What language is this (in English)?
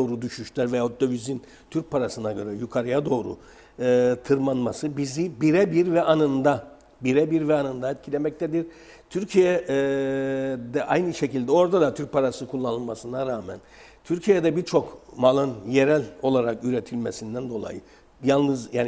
Turkish